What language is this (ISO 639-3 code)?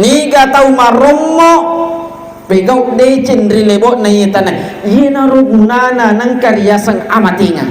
bug